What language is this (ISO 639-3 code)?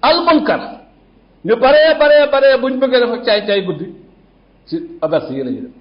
wol